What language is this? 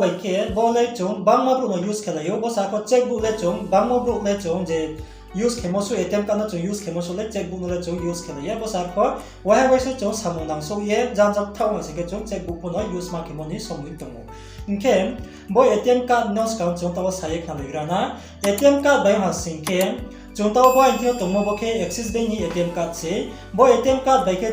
Riang (India)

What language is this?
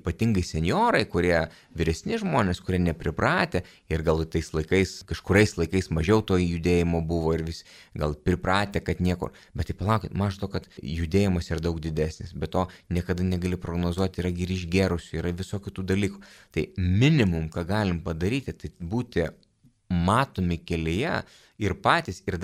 Lithuanian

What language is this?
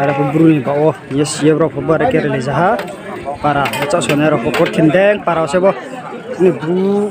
Riang (India)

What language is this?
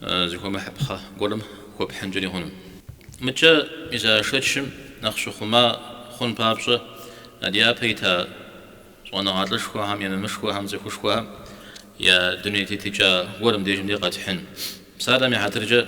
Kabardian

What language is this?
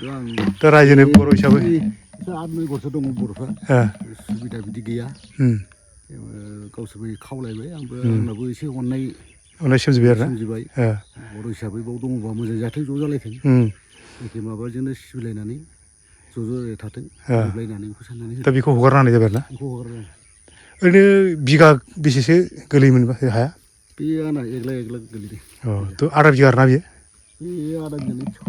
Bodo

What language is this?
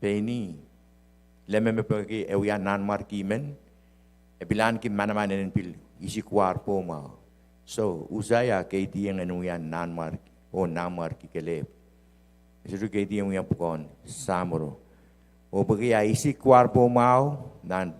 Pohnpeian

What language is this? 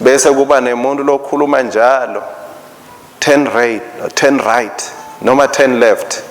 Swati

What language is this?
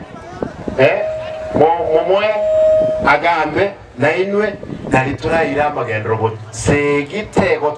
Gusii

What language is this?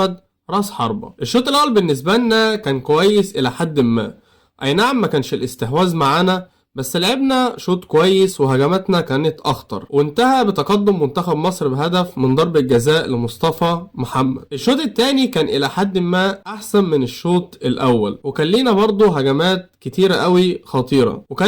Egyptian Arabic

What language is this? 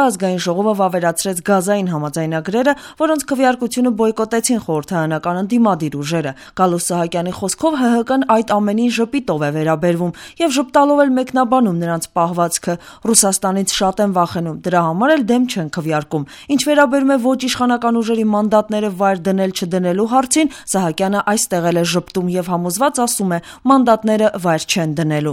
Armenian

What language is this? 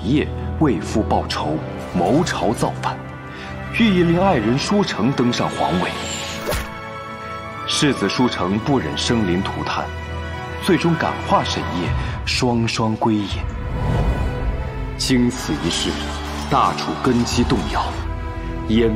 Chinese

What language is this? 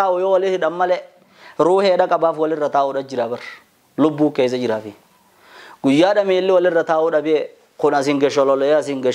Oromo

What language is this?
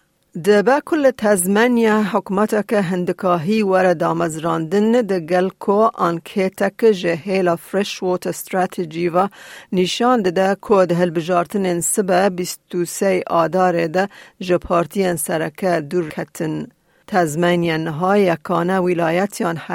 Kurdish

